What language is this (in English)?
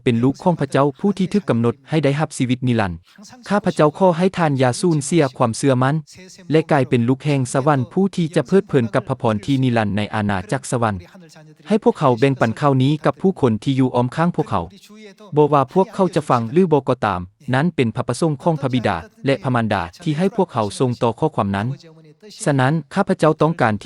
Lao